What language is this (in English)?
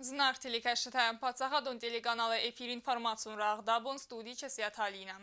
Ossetic